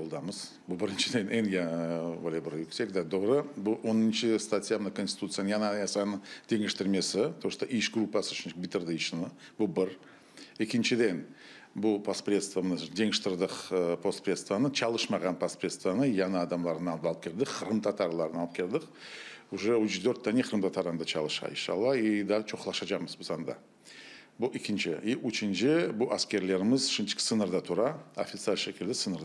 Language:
Crimean Tatar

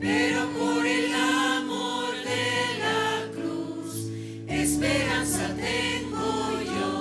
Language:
Aymara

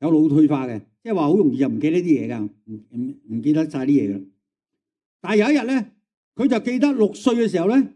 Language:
Cantonese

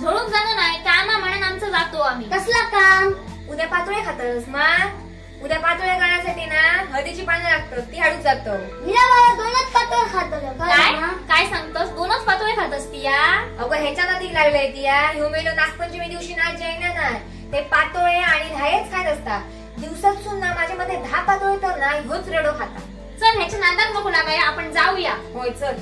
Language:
Konkani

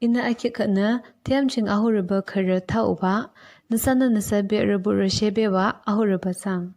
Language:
Yimchungru Naga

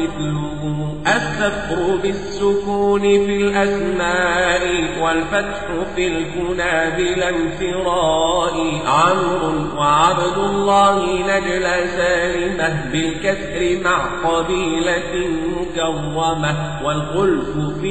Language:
Arabic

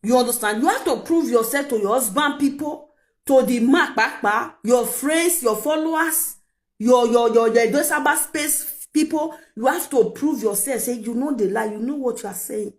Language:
Nigerian Pidgin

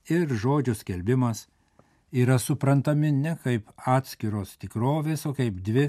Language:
Lithuanian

